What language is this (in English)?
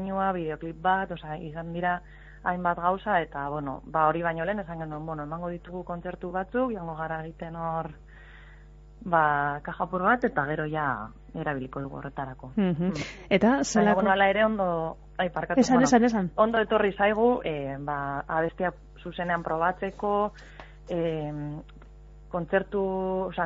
Basque